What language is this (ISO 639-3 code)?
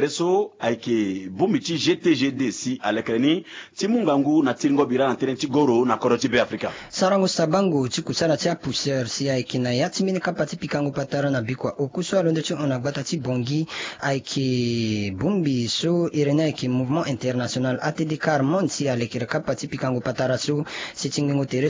sag